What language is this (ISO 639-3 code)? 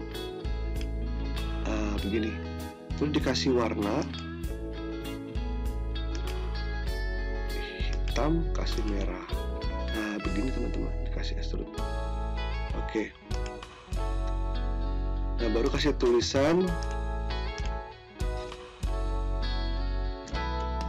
ind